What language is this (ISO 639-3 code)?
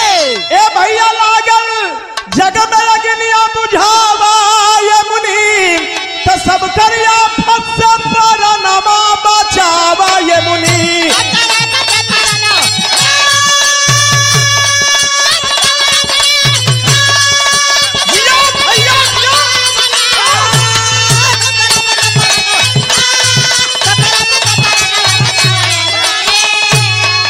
bho